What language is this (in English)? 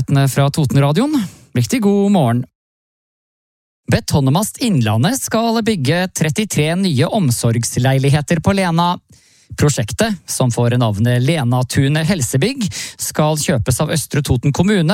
Norwegian